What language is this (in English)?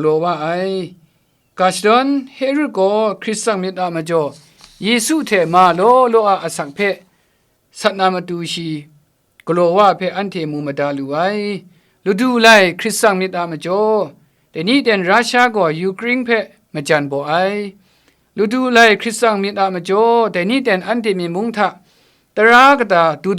Kachin